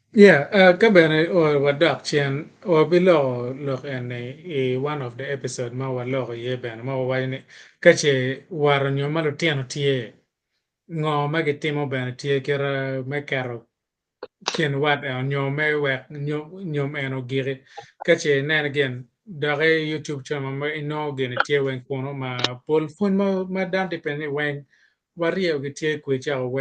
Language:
Acoli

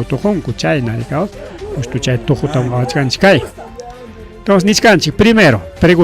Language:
Ayacucho Quechua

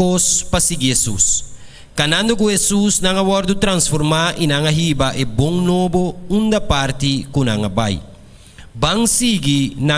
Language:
Papiamento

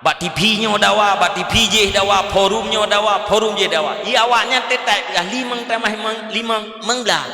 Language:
Achinese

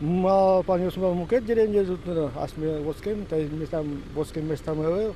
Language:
Udmurt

